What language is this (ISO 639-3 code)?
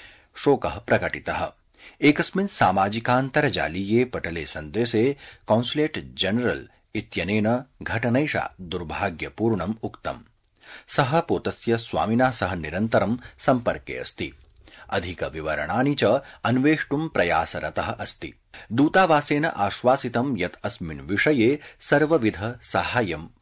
san